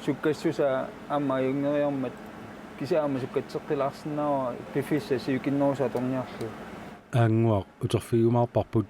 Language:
Kalaallisut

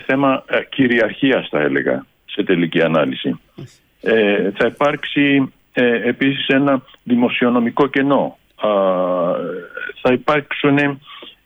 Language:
Greek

